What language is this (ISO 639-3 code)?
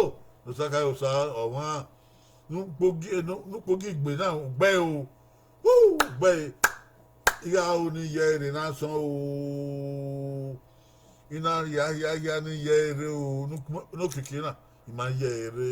bin